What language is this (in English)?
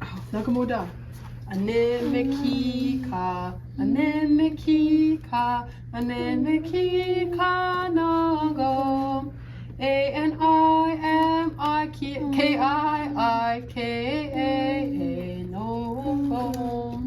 Chippewa